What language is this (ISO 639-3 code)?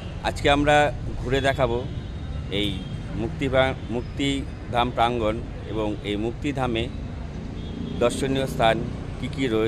ben